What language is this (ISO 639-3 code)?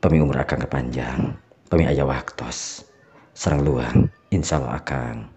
sun